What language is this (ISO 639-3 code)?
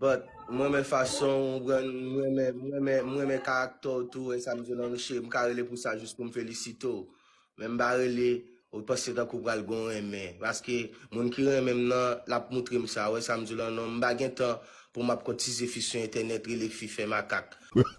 hat